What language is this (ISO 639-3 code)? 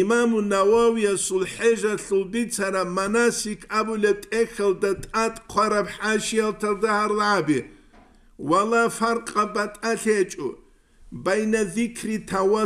ava